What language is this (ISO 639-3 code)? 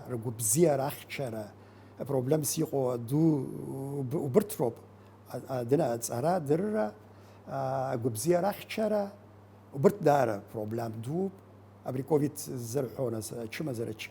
abk